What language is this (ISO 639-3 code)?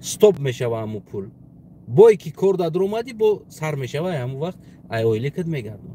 tgk